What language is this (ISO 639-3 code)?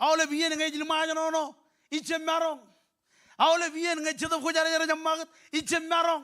mah